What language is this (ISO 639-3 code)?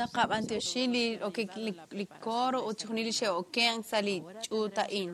kek